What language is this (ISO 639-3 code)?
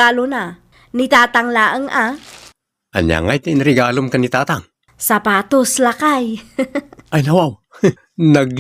ilo